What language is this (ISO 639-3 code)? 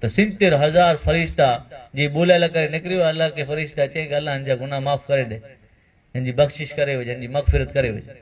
kfr